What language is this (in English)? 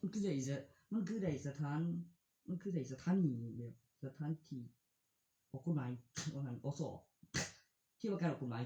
Northeastern Thai